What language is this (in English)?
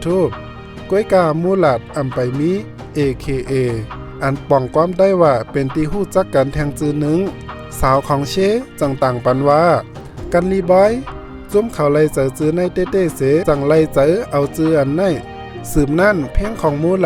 Shan